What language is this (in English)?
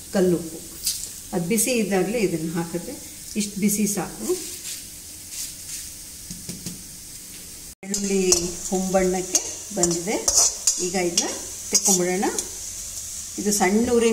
Kannada